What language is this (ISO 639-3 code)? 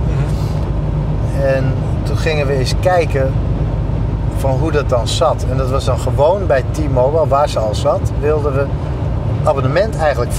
nld